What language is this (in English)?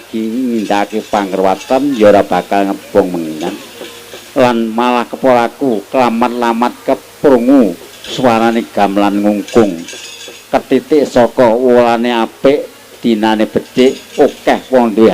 Javanese